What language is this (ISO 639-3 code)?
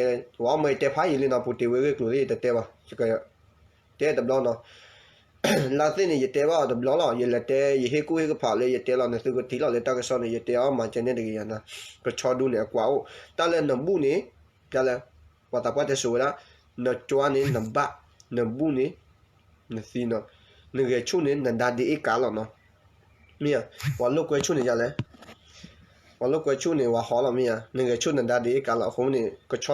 ksw